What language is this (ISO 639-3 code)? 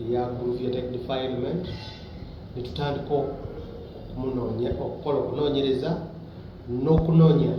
lug